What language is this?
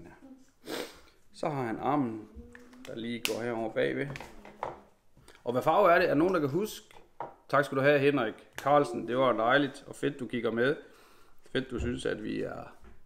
Danish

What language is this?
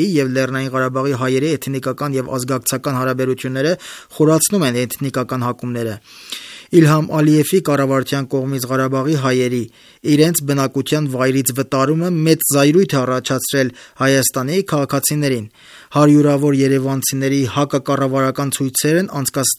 Armenian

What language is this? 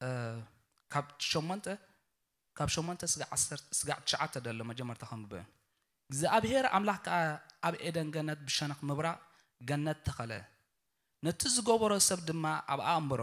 Tigrinya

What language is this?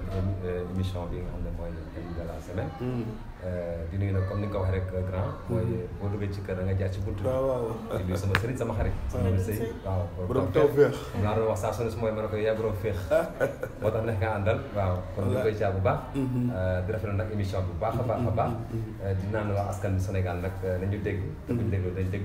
Wolof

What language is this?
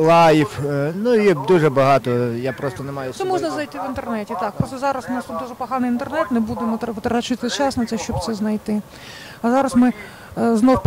Ukrainian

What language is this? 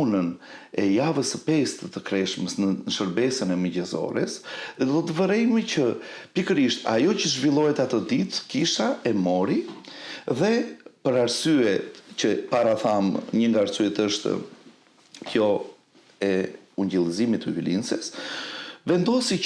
Albanian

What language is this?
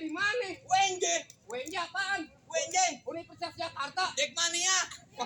Betawi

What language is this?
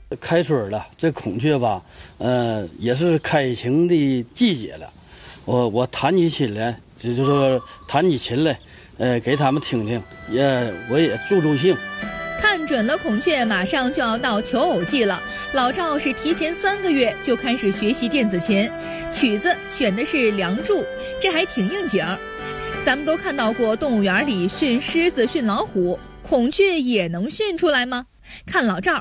Chinese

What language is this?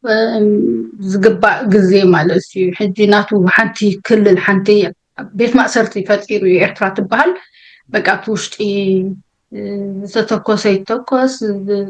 Tigrinya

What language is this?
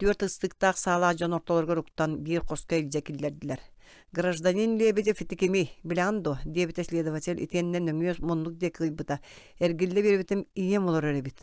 Yakut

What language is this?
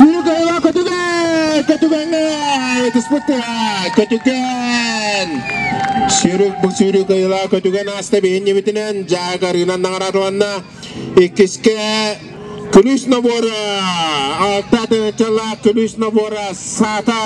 Yakut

